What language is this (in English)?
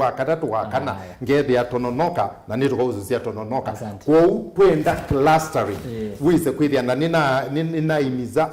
Kamba